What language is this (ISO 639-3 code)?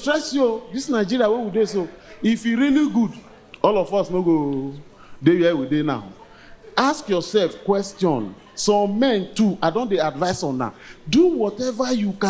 pcm